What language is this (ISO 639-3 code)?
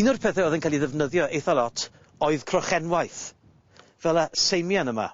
cym